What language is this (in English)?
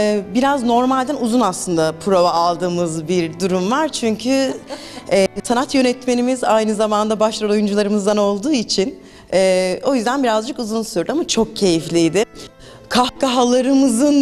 Turkish